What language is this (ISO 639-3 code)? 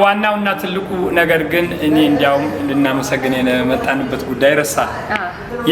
amh